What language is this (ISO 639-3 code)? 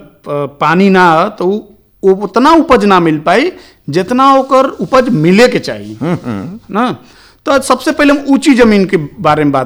bho